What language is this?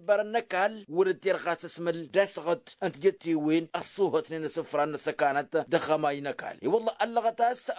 Tamasheq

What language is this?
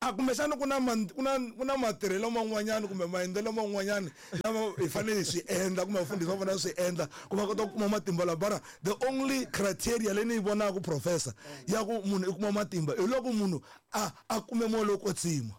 Tsonga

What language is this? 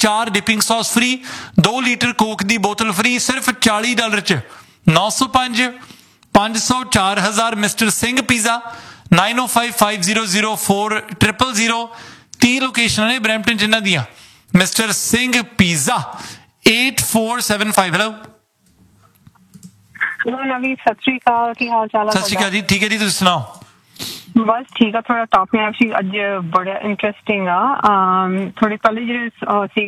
Punjabi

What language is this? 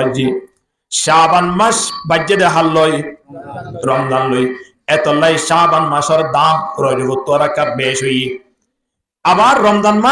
Rohingya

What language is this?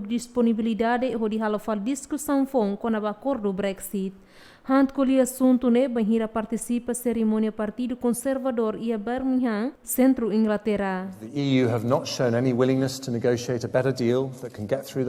Tetum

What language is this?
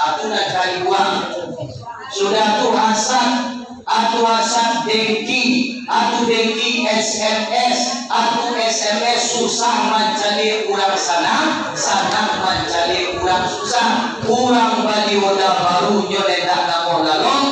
Minangkabau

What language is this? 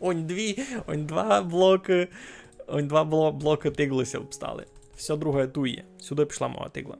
Rusyn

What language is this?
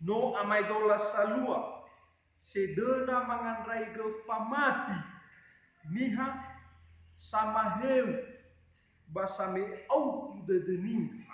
Nias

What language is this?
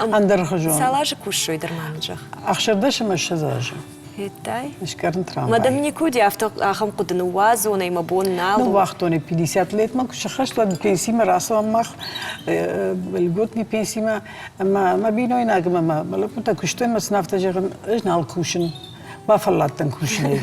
Ossetic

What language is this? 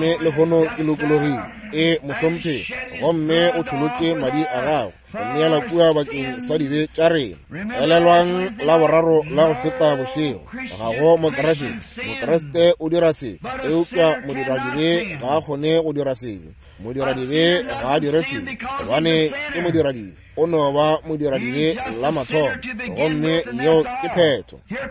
Northern Sotho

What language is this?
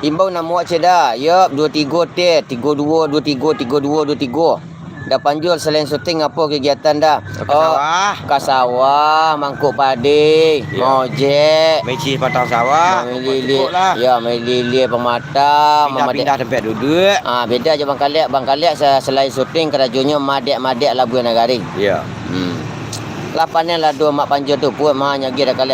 Minangkabau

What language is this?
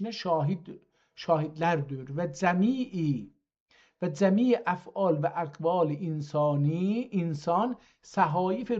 South Azerbaijani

